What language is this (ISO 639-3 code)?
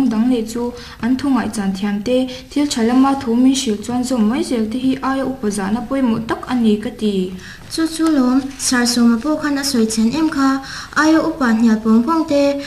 lus